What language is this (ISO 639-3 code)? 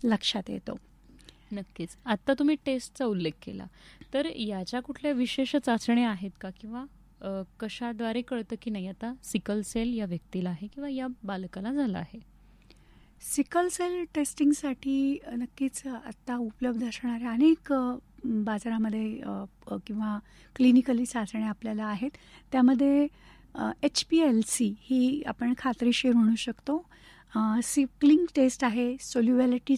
mar